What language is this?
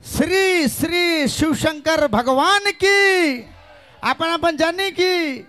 Sadri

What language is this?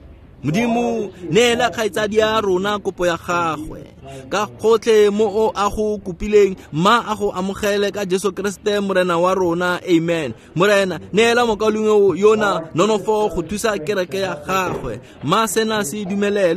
Tswana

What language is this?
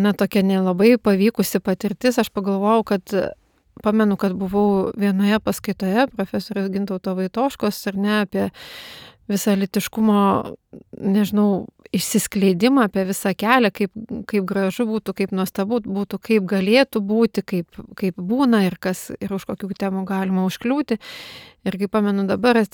Lithuanian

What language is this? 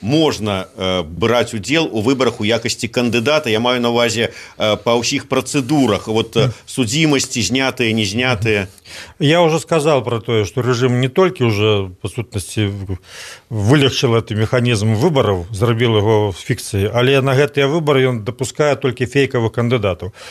Belarusian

